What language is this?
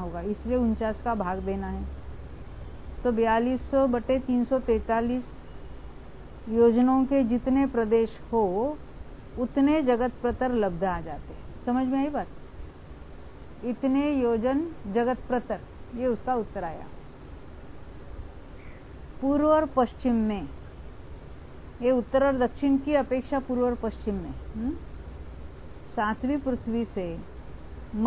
Hindi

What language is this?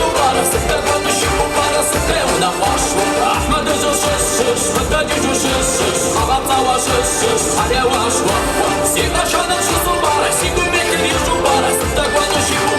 Kabardian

